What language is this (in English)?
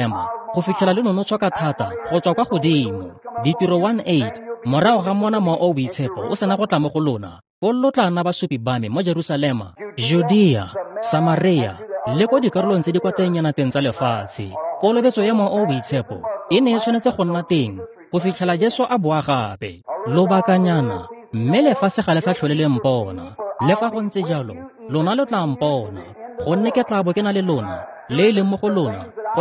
Tswana